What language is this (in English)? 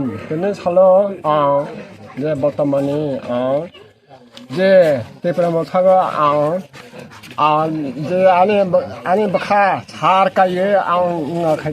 Kok Borok